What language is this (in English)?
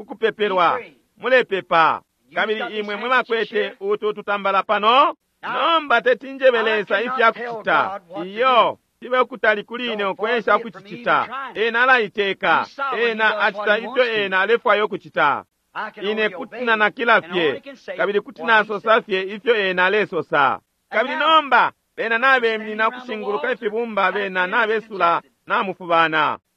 Bemba